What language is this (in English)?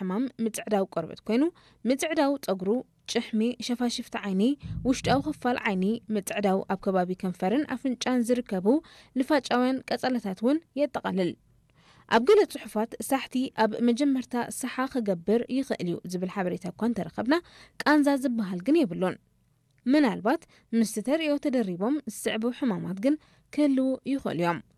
Tigrinya